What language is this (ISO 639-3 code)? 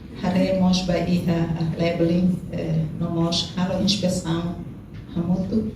tet